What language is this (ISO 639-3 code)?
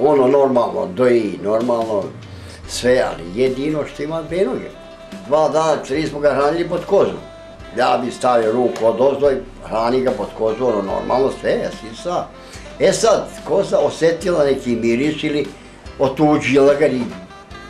bos